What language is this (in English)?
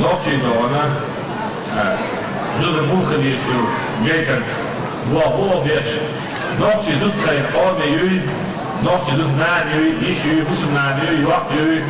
Chechen